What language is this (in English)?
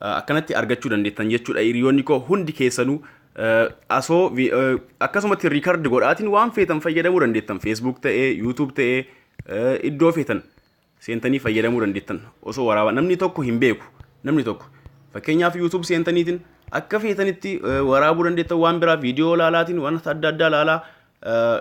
Oromo